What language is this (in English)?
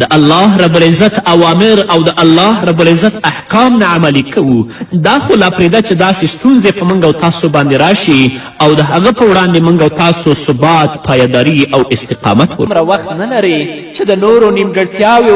Pashto